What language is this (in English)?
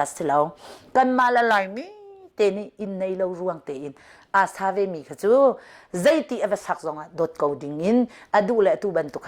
Hakha Chin